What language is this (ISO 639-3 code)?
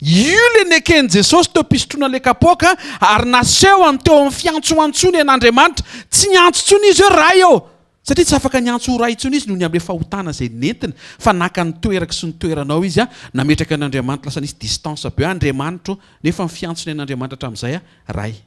mlg